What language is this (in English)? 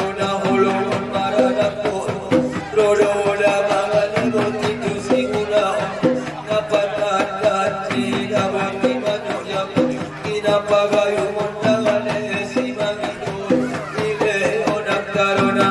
Batak Angkola